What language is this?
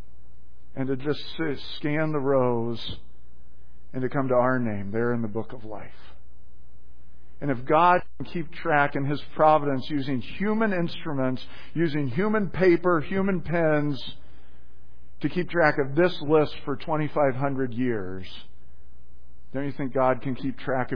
English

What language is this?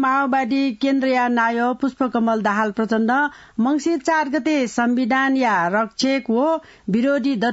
Newari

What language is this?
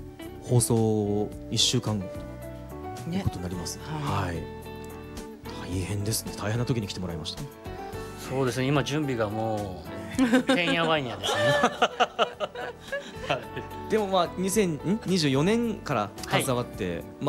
Japanese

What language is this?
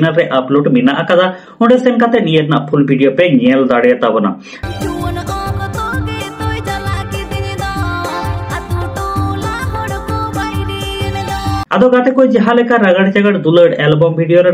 Santali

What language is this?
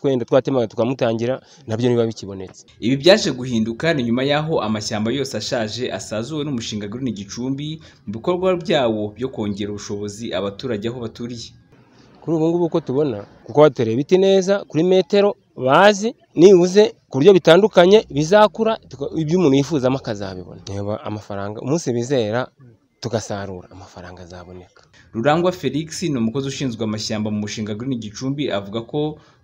Kinyarwanda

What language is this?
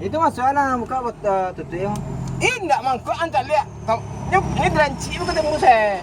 Minangkabau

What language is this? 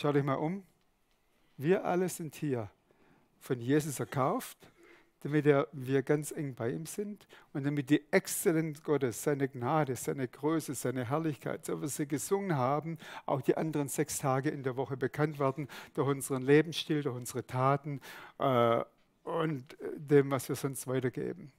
Swiss German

